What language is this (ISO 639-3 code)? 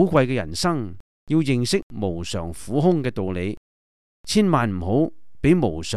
yue